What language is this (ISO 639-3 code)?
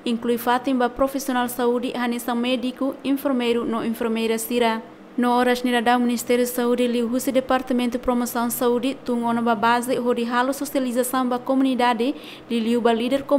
tet